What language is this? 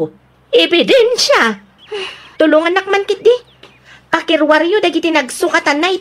Iloko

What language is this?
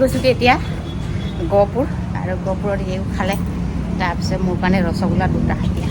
Assamese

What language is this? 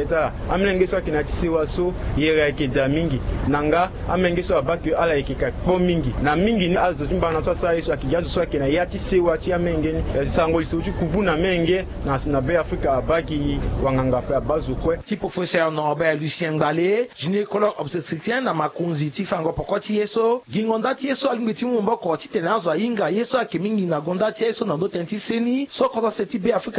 Sango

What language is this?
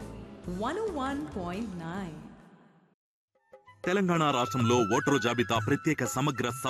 Telugu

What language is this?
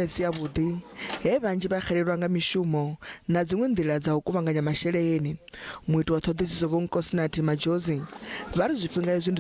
Venda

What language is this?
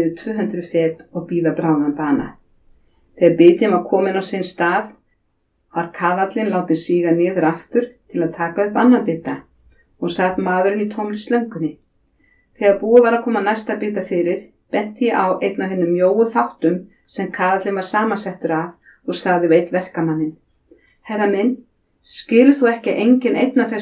Icelandic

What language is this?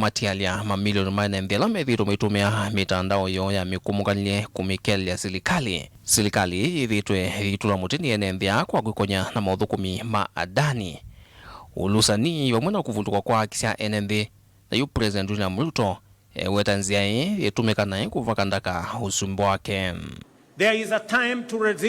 Kamba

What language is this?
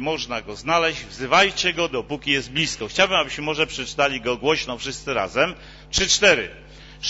Polish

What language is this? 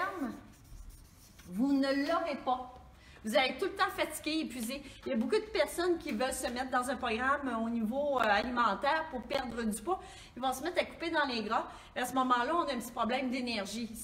French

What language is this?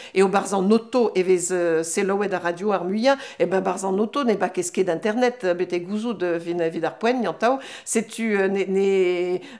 Breton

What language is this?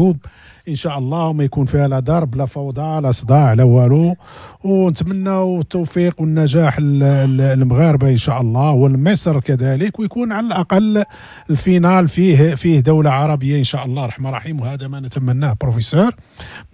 Moroccan Arabic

